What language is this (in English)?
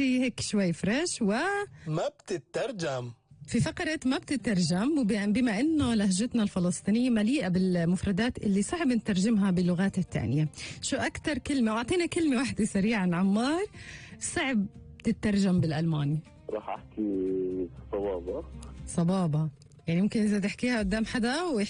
North Levantine Arabic